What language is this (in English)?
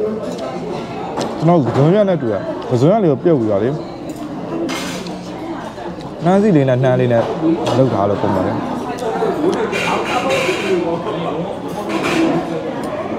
Burmese